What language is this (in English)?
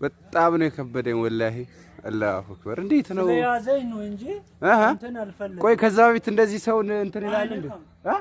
Amharic